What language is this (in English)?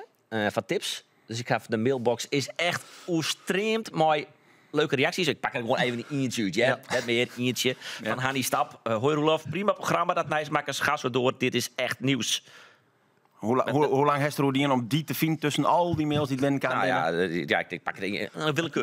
Western Frisian